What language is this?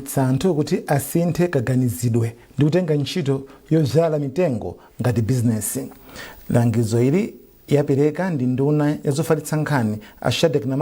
Nyanja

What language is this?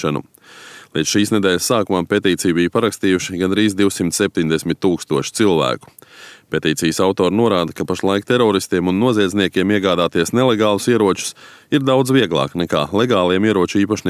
Latvian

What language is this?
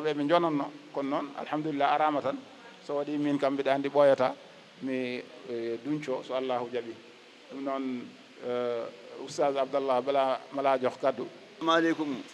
Fula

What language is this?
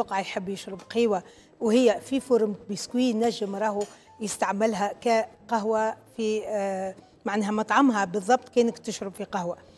Tunisian Arabic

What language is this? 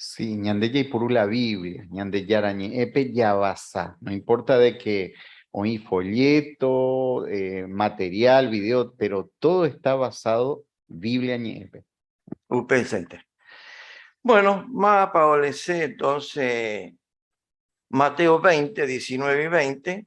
Guarani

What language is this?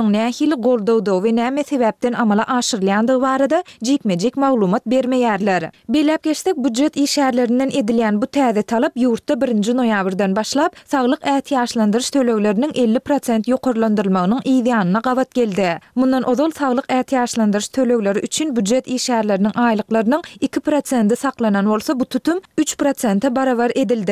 Turkmen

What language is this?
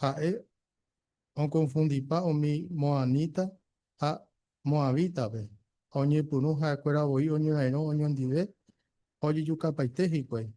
Guarani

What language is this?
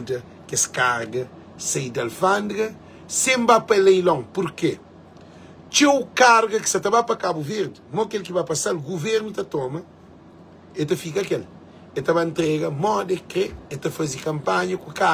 Kabuverdianu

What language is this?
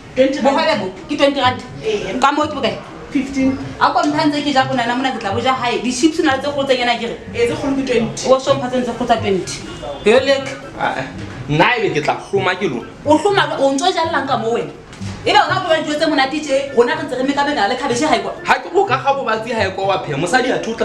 Southern Sotho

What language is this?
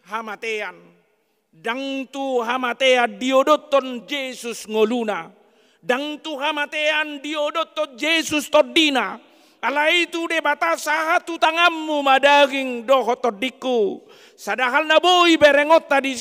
Batak Toba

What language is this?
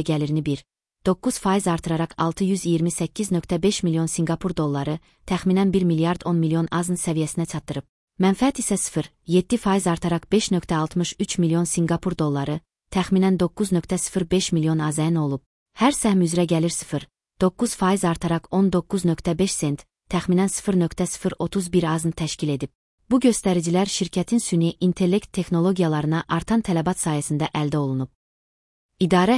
Azerbaijani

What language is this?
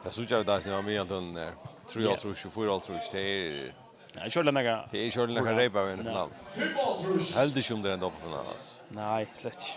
Faroese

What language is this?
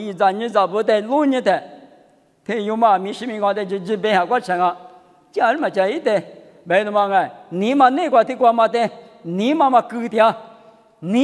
Lisu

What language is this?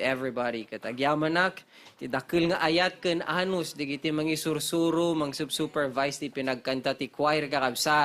Iloko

